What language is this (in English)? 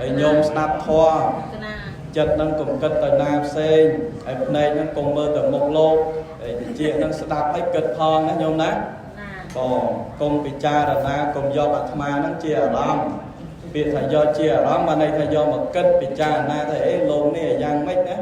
Khmer